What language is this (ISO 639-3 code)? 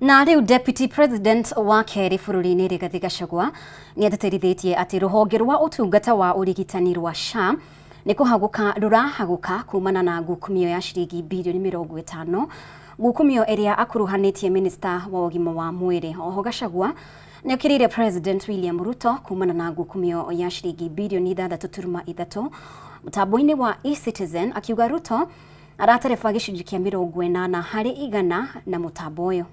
kik